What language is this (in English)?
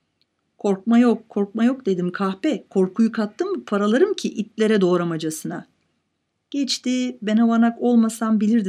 Turkish